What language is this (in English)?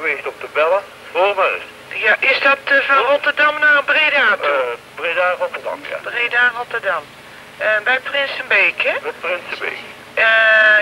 Dutch